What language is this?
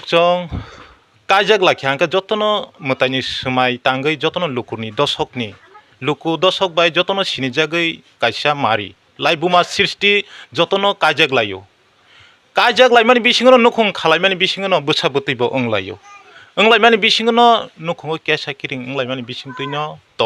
Kok Borok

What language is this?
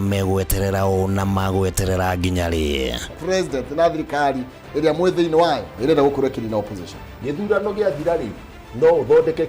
Kikuyu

